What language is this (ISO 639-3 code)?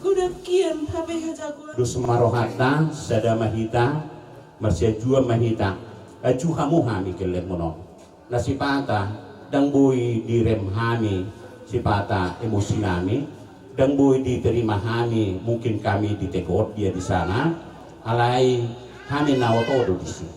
bbc